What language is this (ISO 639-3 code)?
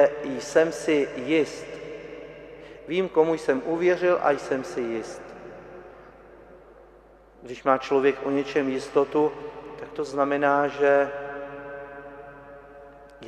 ces